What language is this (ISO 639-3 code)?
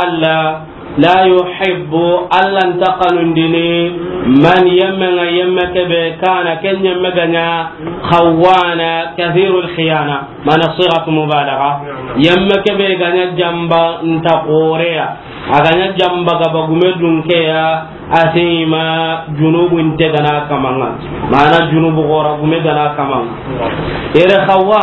snk